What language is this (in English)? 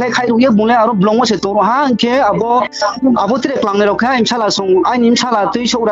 Riang (India)